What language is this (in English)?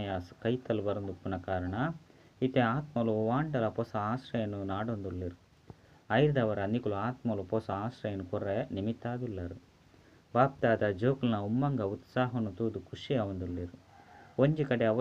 Tulu